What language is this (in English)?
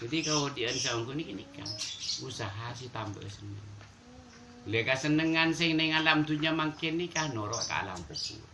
Madurese